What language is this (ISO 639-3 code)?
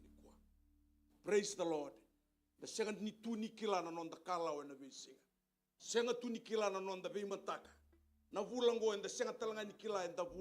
fij